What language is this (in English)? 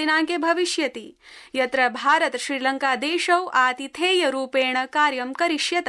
Sanskrit